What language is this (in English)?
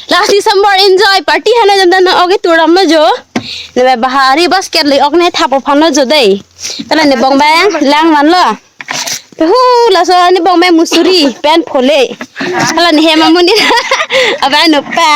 Karbi